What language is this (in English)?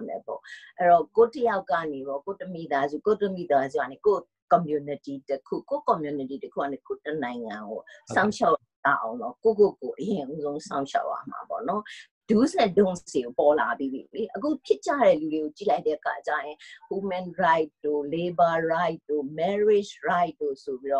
Burmese